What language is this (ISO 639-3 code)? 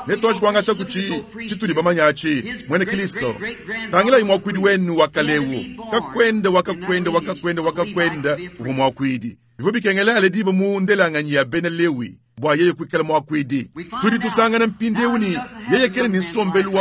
lua